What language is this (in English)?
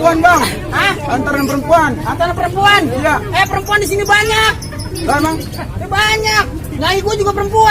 Betawi